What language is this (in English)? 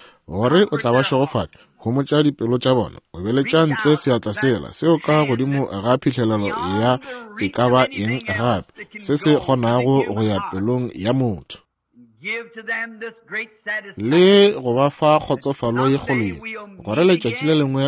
Northern Sotho